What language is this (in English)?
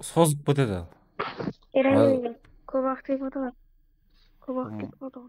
Kara-Kalpak